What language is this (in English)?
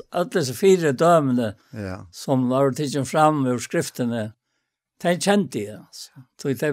Faroese